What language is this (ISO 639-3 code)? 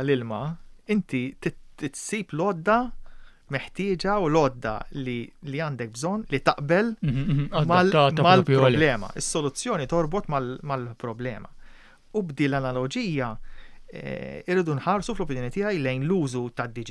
mlt